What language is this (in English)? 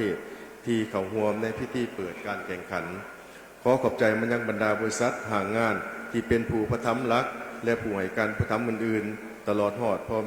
Lao